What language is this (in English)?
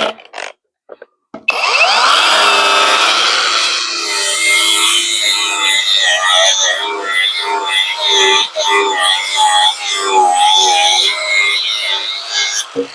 Northeastern Thai